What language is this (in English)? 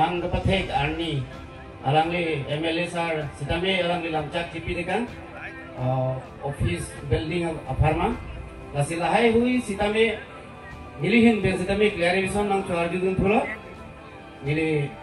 Karbi